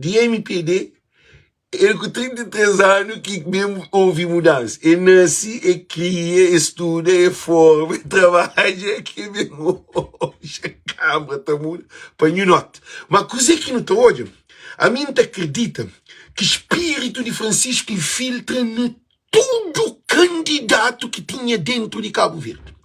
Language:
Kabuverdianu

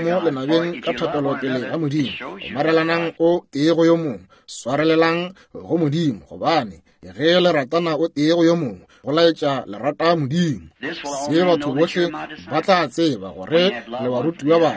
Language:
Northern Sotho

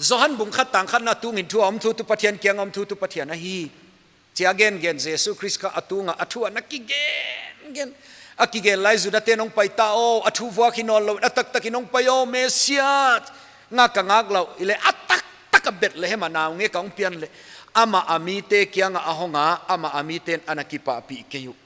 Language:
Paite Chin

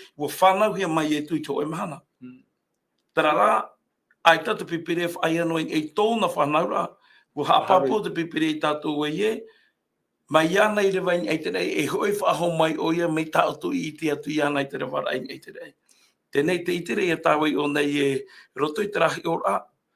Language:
Tahitian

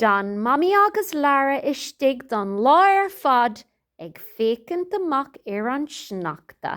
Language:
Irish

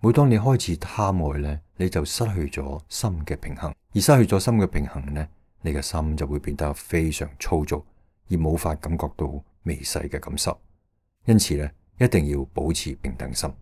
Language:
Cantonese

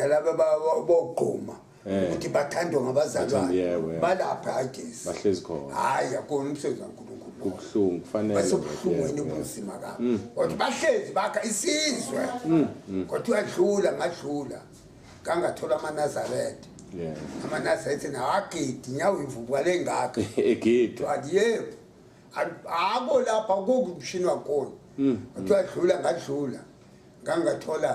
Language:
Zulu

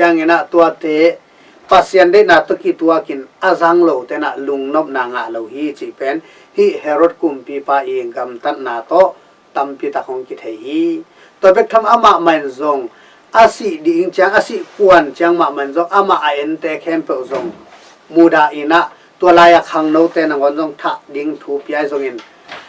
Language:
Tedim Chin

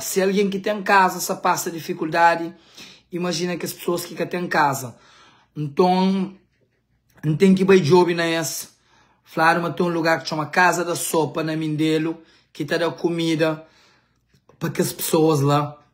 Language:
Kabuverdianu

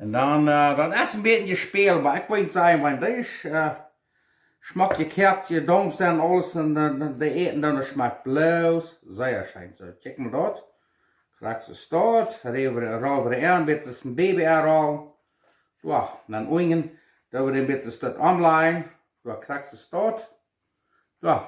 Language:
Plautdietsch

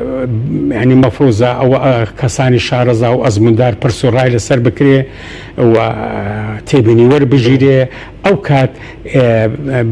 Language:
Central Kurdish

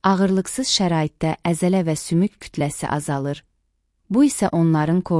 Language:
Azerbaijani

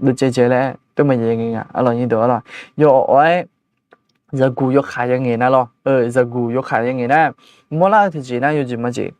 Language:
Akha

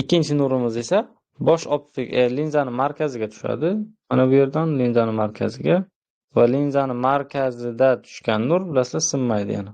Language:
Uzbek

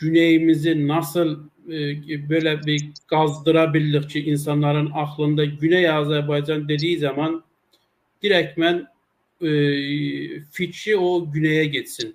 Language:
South Azerbaijani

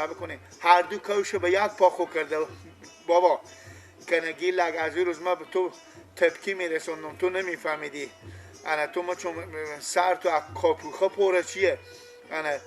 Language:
Persian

